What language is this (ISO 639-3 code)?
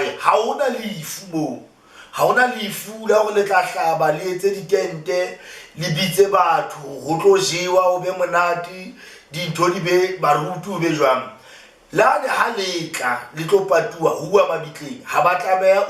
sot